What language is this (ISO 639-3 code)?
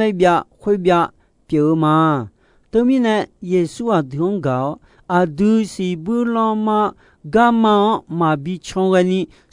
ahk